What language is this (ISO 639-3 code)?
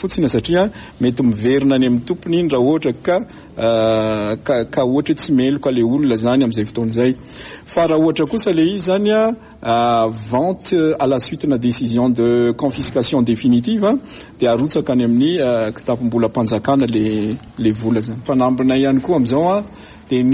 mlg